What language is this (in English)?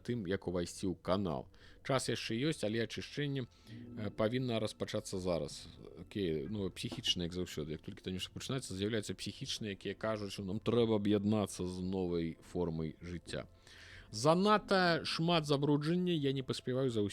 Belarusian